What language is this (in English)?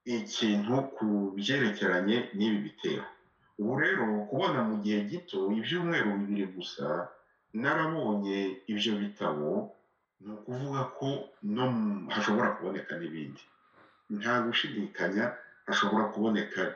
Kinyarwanda